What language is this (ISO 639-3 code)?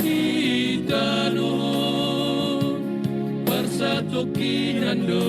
bts